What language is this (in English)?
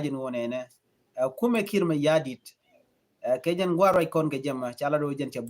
Nuer